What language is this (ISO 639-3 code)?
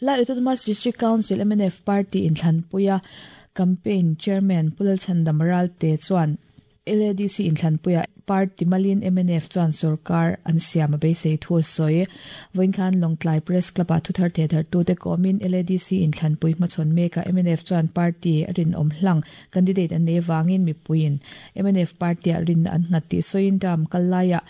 lus